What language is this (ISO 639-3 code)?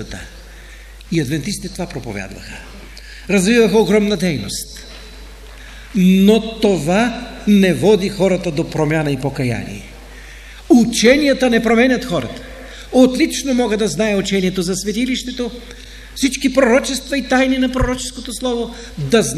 bul